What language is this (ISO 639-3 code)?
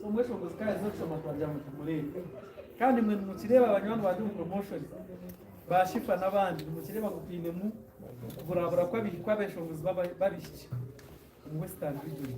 nyn